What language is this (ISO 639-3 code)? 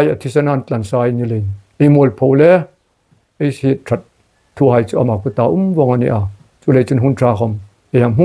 hmr